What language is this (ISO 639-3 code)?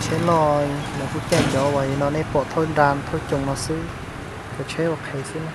hmn